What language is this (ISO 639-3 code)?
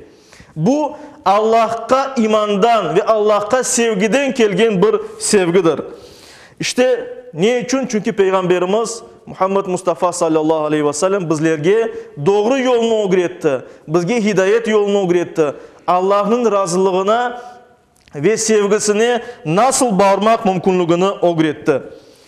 crh